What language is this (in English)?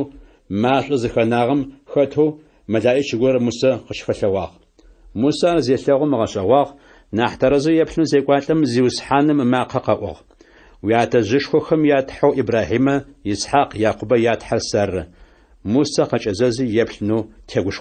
Adyghe